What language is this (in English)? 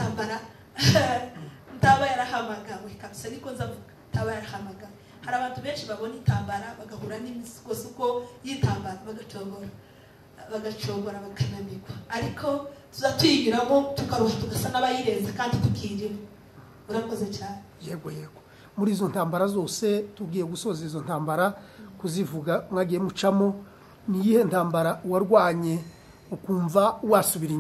Kinyarwanda